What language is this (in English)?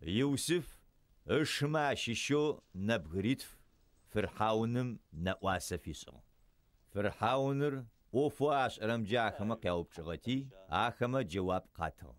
Adyghe